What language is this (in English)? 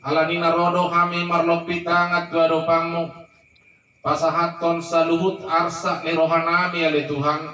Batak Toba